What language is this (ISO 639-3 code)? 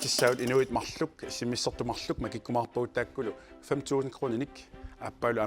kal